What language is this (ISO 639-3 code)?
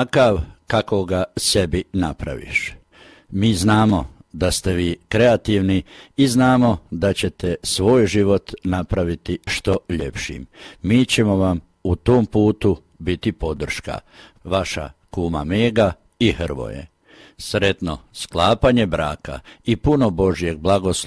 hrv